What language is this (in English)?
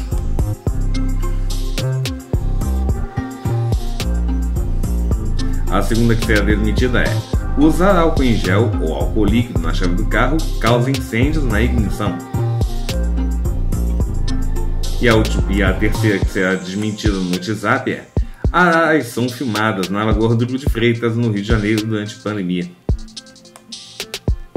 Portuguese